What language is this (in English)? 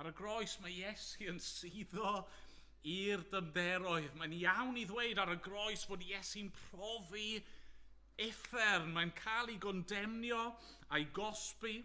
Welsh